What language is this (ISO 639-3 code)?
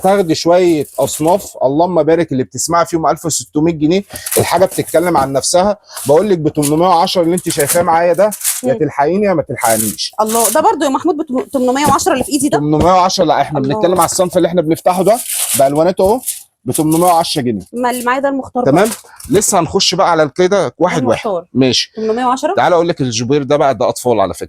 arz